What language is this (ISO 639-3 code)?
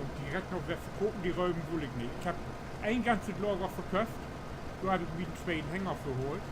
nds